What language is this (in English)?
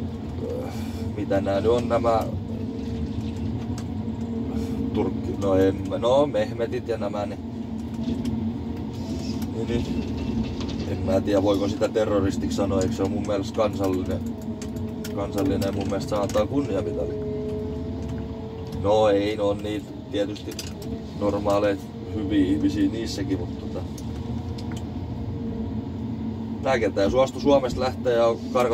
Finnish